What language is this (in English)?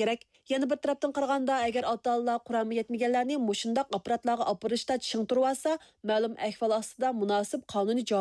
Uyghur